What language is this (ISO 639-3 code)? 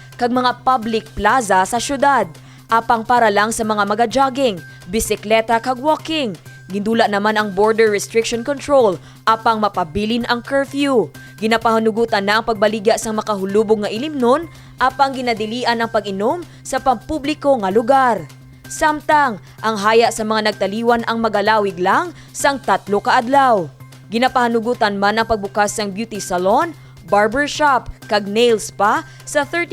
hil